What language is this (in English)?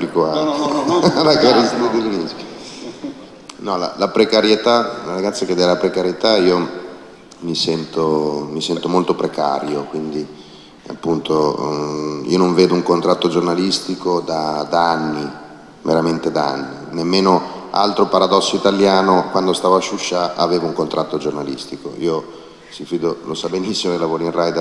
Italian